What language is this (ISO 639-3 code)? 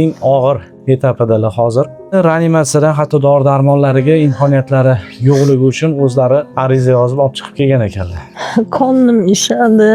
uzb